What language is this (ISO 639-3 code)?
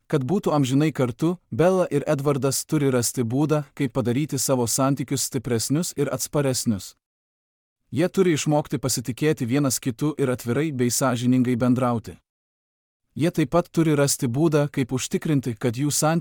lit